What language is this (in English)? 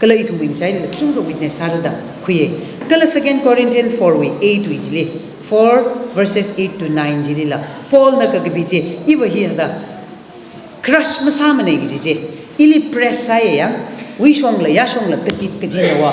Tangkhul Naga (India)